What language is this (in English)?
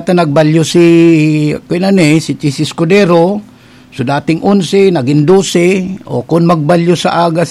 Bikol